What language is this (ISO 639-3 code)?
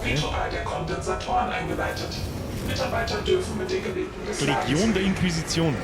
bar